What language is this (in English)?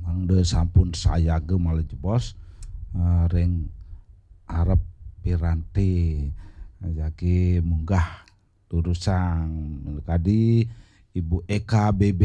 Balinese